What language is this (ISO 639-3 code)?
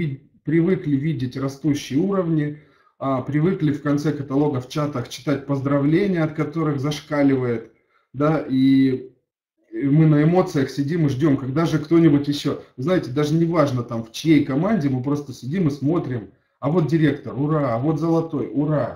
rus